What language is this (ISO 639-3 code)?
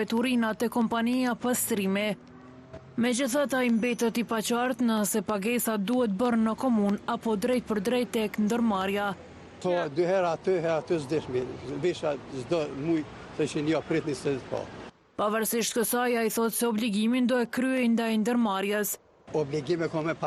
sqi